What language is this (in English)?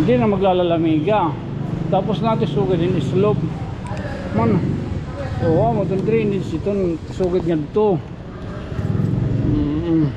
Waray